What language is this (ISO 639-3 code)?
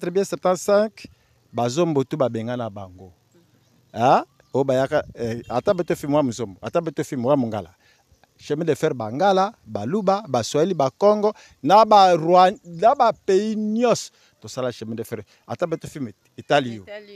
lin